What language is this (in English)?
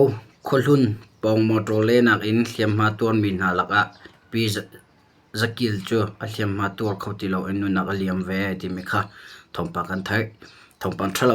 Hakha Chin